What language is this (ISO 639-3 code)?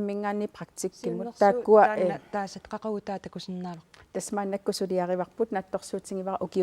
kal